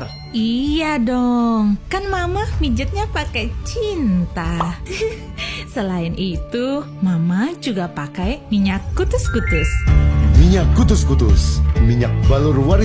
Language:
Indonesian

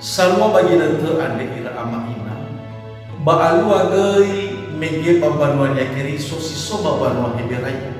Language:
Nias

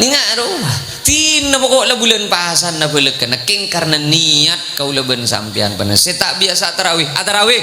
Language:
Madurese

